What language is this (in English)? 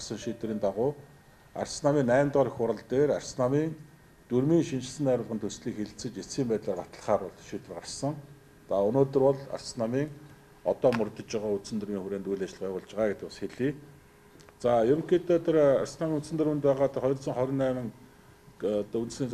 Mongolian